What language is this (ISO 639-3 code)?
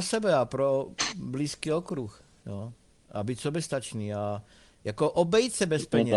ces